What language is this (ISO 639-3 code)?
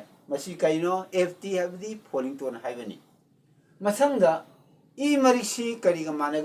mni